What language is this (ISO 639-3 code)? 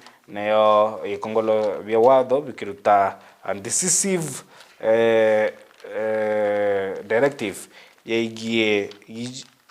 mer